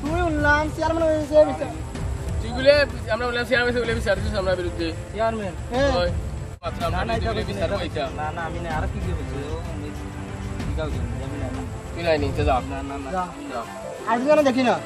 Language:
Sylheti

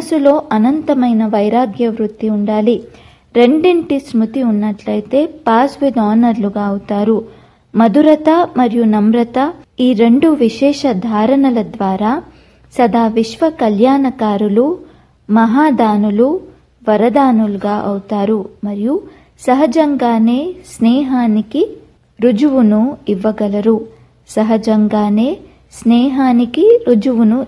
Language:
Telugu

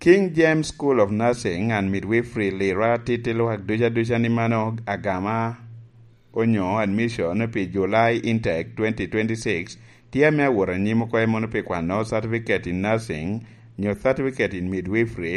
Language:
Lango (Uganda)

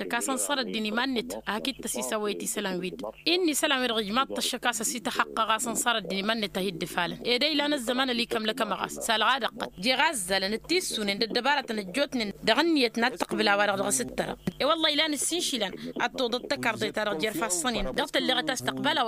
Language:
Tamasheq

